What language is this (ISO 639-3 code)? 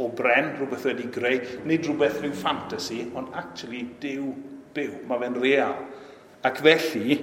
cym